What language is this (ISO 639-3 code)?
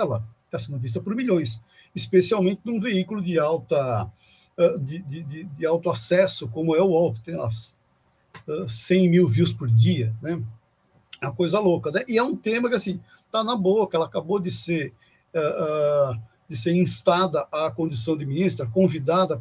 por